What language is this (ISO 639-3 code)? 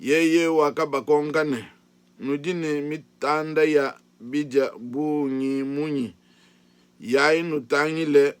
lua